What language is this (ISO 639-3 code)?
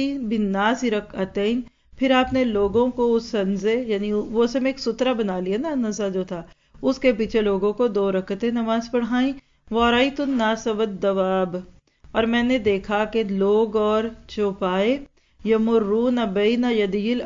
urd